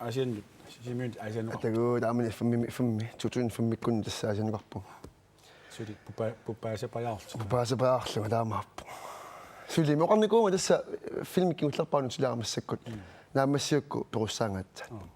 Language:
Kalaallisut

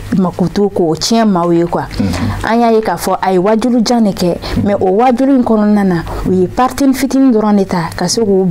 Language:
Bambara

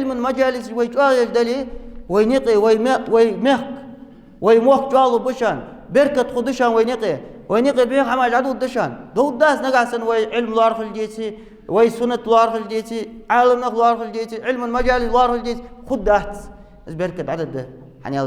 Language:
Ingush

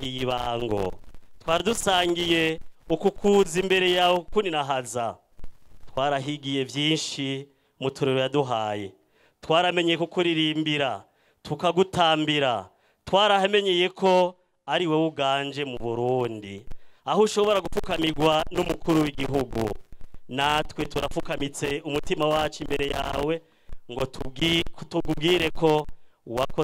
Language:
Rundi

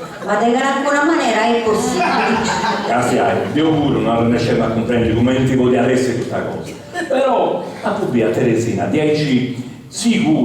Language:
Sardinian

